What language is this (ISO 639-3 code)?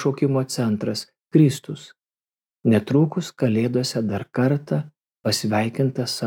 lit